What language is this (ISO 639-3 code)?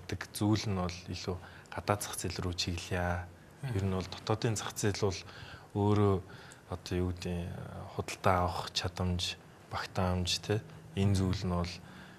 mon